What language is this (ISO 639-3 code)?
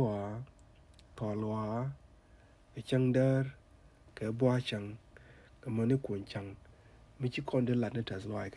nus